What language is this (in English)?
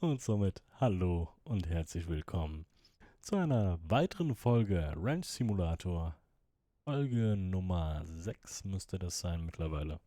Swiss German